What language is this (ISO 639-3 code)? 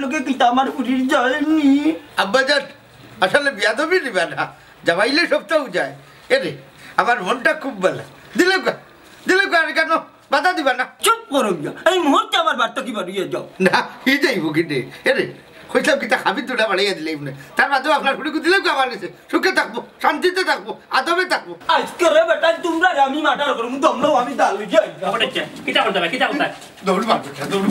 syl